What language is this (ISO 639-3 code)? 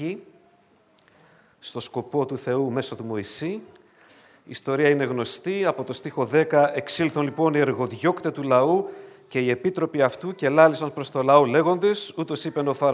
ell